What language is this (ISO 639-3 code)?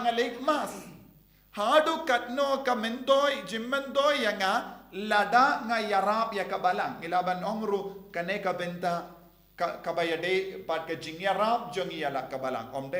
kha